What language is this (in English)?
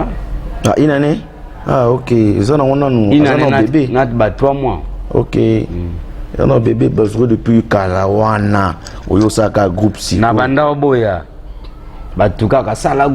Lingala